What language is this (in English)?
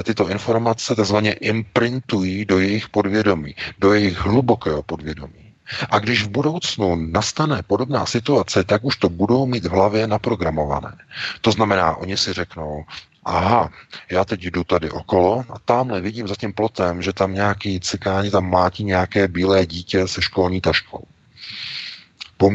Czech